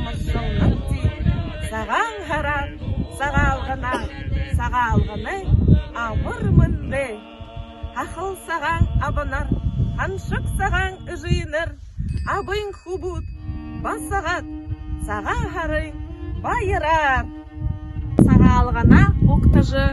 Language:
Buriat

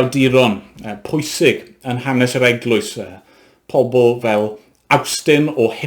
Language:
Welsh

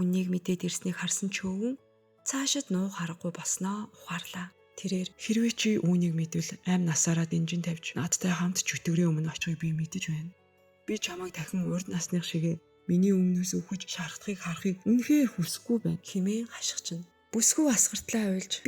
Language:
Mongolian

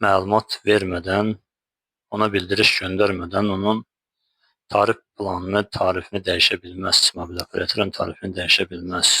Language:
Azerbaijani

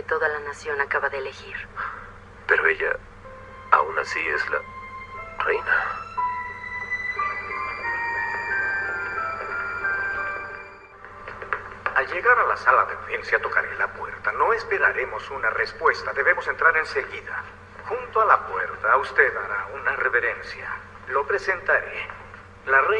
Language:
Spanish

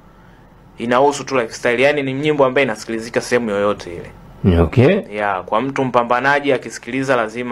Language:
Swahili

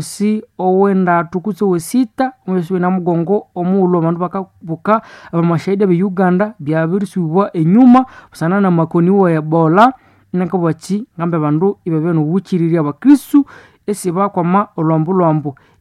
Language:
Nande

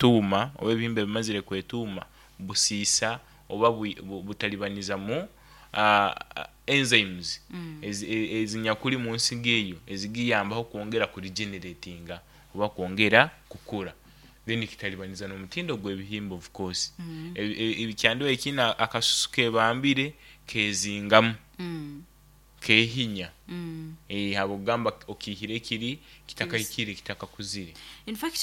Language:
Nyoro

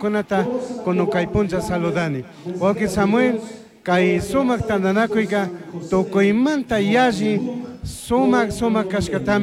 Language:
Chimborazo Highland Quichua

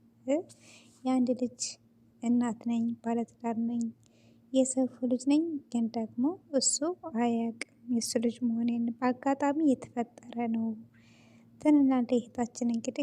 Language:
Amharic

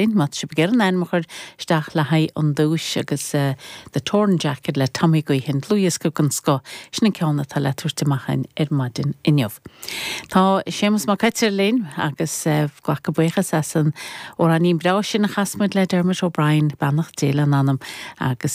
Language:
Irish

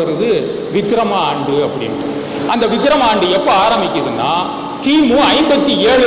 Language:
Tamil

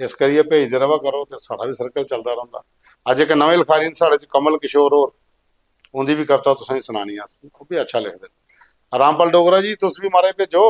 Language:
Dogri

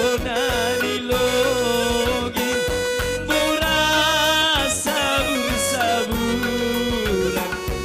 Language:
Batak Simalungun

